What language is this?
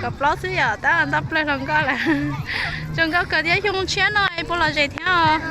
Hmong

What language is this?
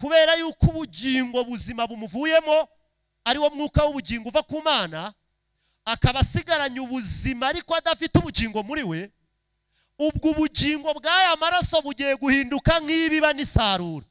Kinyarwanda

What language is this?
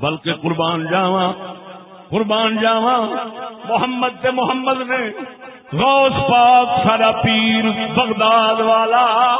Saraiki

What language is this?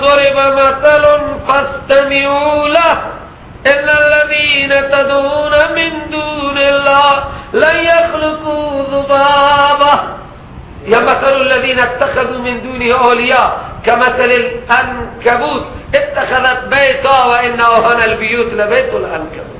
Persian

